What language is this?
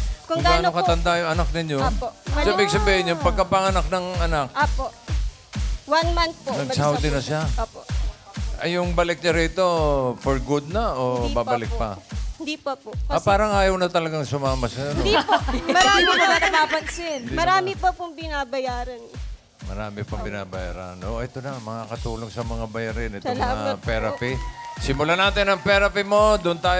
Filipino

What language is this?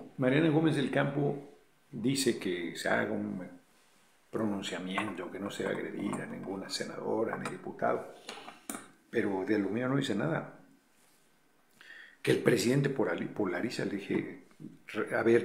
Spanish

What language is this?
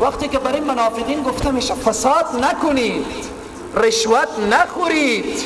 Persian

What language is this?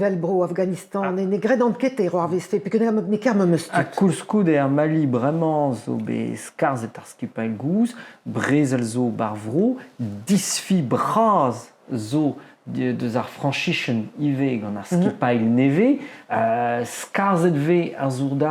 Breton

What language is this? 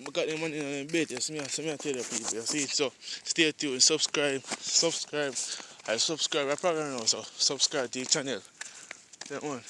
Jamaican Creole English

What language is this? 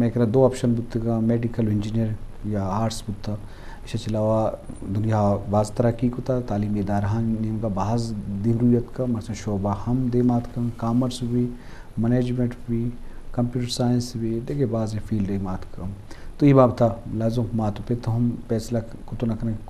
Eastern Balochi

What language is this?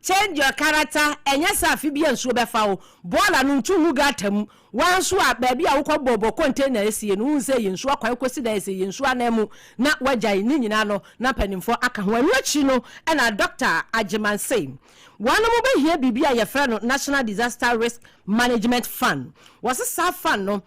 Akan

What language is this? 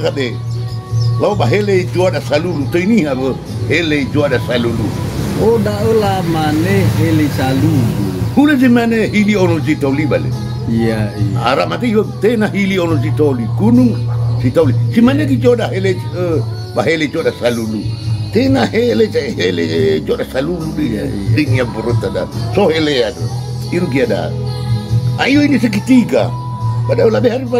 Nias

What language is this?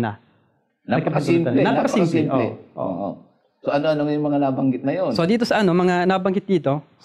Filipino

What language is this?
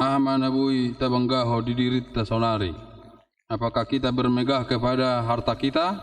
Batak Toba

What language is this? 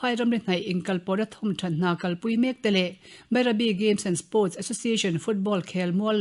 Mizo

